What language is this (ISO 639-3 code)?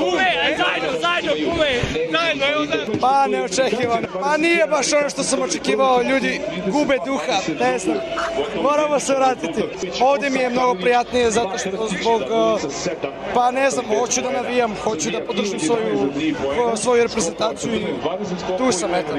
srp